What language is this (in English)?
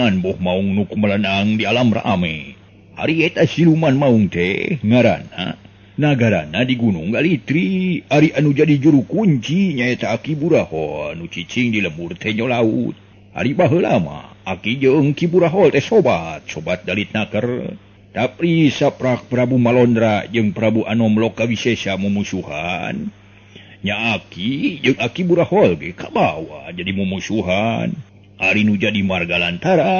Sundanese